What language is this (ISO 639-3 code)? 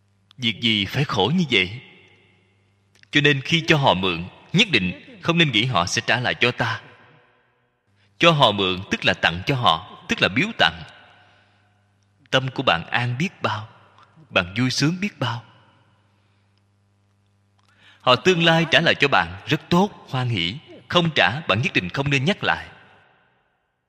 vie